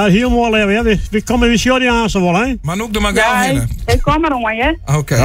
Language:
Western Frisian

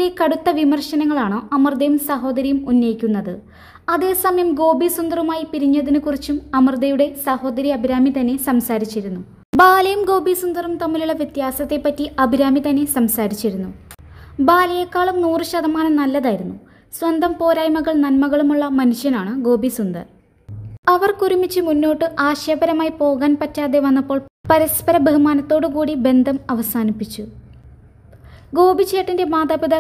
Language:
Malayalam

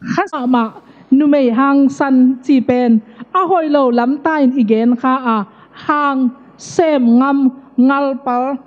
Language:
Tedim Chin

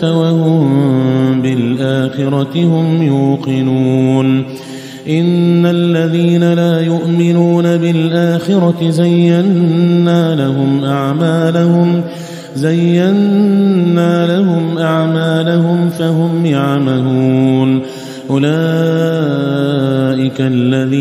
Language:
Arabic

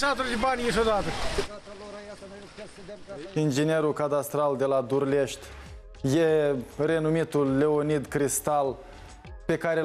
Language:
Romanian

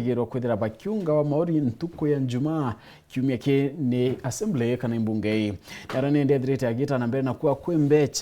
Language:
Meru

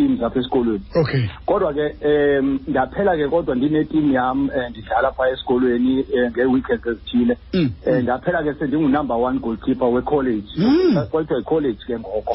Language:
Xhosa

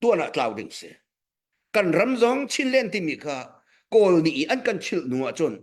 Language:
Hakha Chin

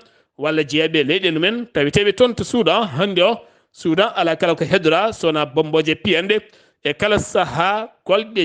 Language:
Fula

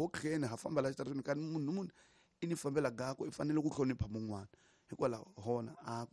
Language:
Tsonga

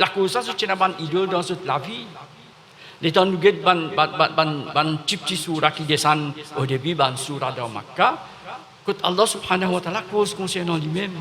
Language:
Morisyen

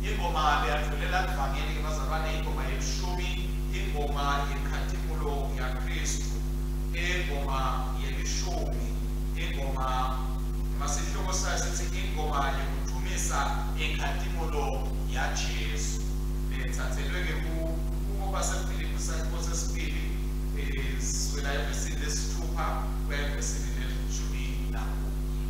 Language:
Swati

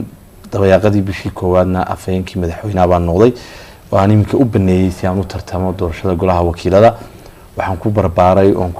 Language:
Somali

